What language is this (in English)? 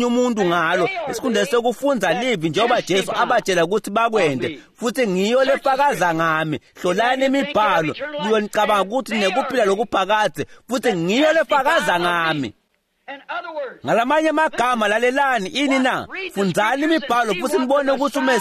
Swati